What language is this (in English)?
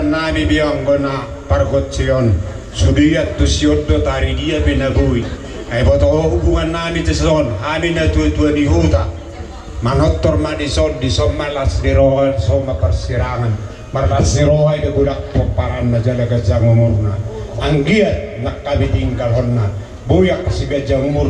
Batak Toba